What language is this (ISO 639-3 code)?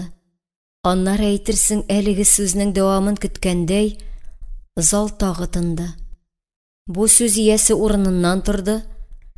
tat